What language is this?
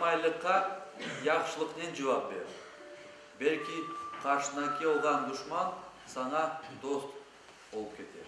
Crimean Tatar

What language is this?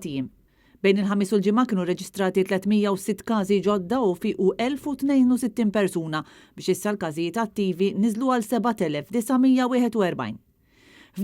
Maltese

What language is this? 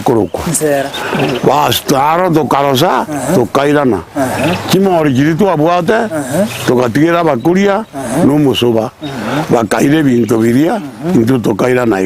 Gusii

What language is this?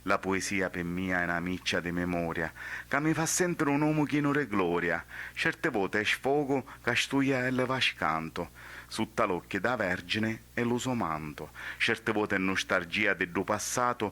Sicilian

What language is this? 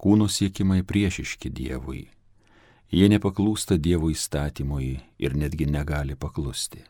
Lithuanian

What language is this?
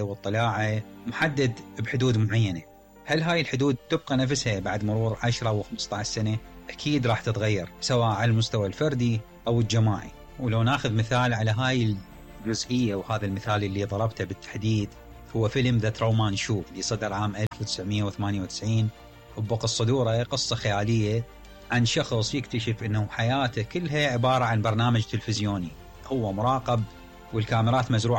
Mesopotamian Arabic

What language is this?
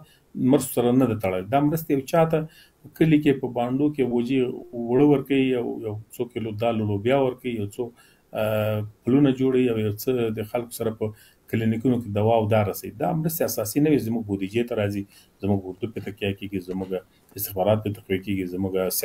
Pashto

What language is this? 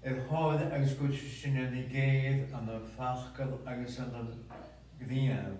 Scottish Gaelic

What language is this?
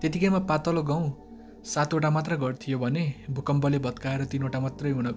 Nepali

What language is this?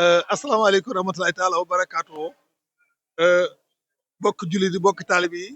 Wolof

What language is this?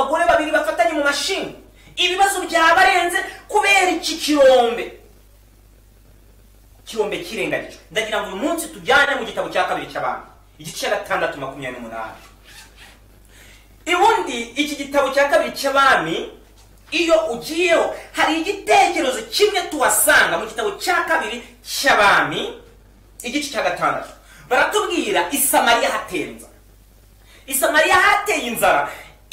Kinyarwanda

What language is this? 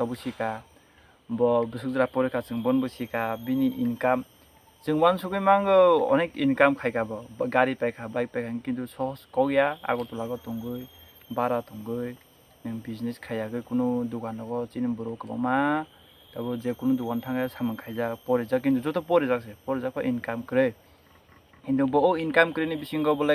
Kok Borok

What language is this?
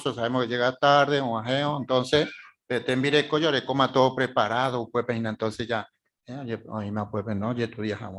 Guarani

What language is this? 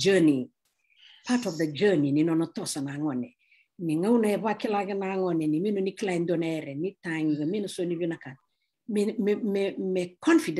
Fijian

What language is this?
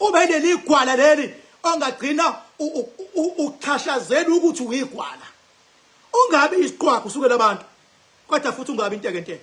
Zulu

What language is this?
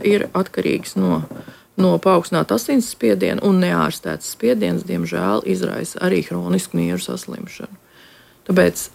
Latvian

